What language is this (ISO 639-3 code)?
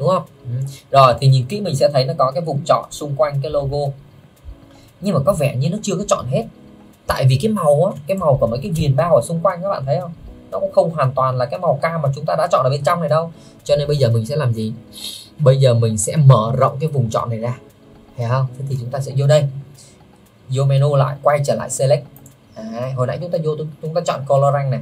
vie